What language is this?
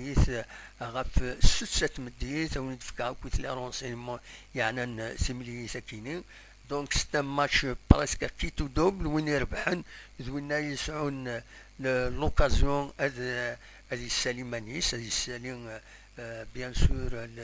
Kabyle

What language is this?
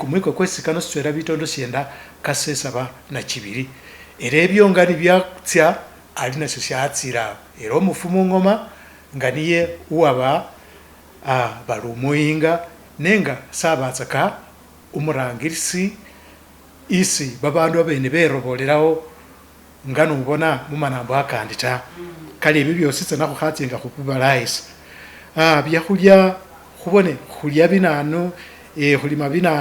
Masaaba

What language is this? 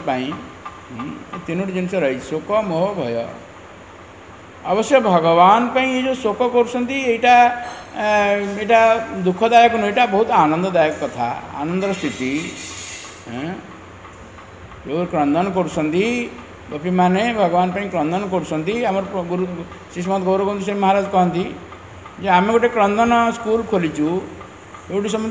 Odia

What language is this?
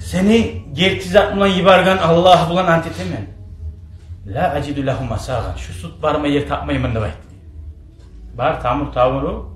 Kumyk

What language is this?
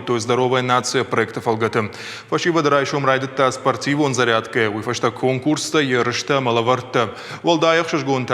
Ossetic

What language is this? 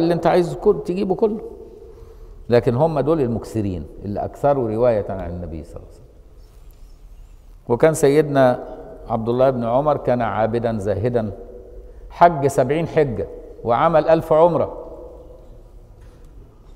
Egyptian Arabic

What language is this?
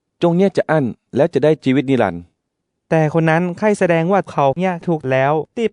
Northern Thai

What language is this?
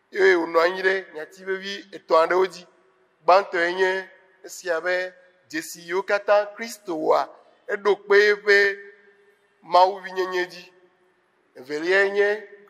Ewe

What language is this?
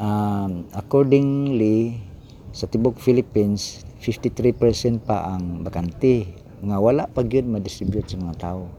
Cebuano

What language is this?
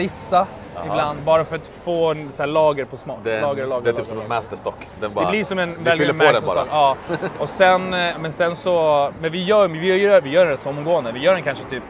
Swedish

